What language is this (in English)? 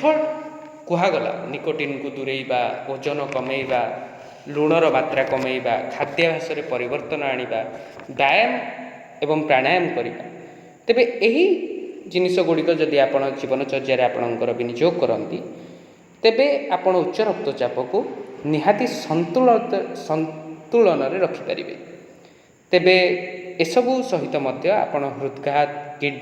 Odia